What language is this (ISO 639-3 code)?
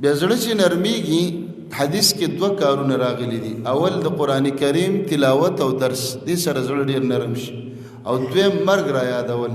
pus